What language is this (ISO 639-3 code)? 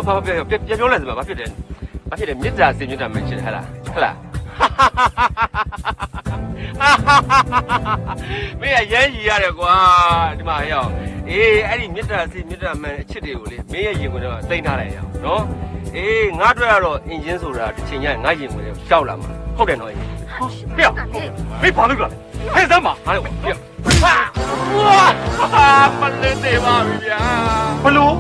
mya